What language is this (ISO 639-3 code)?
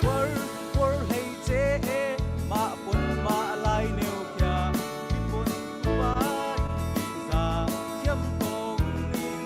cfm